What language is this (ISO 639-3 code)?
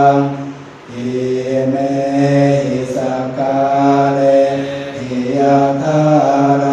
pli